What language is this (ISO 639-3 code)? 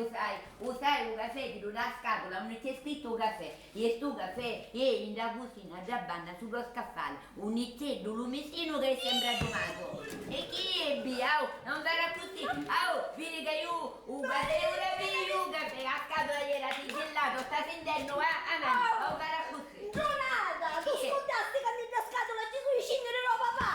scn